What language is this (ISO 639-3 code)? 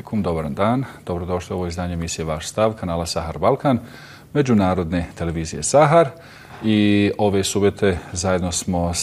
bos